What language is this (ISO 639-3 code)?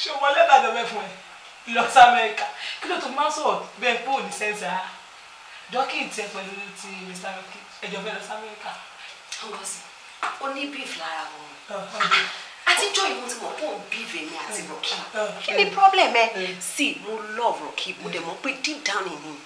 yor